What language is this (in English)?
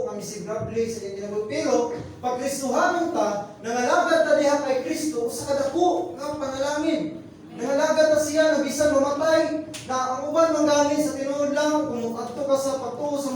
Cebuano